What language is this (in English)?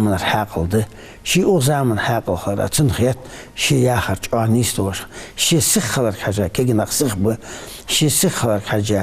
Ingush